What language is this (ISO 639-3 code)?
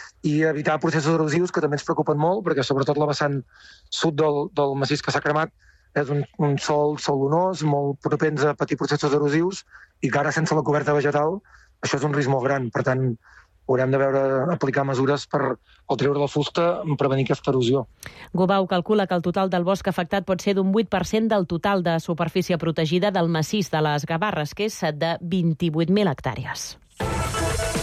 cat